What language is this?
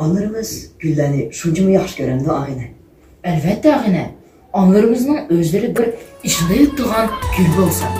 Uyghur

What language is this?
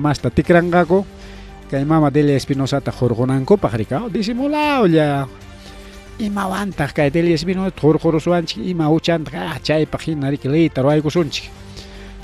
Ayacucho Quechua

